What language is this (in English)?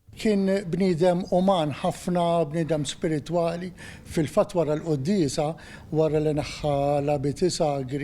Maltese